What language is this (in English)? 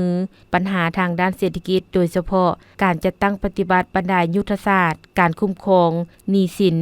Lao